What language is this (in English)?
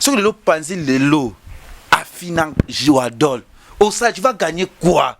Lingala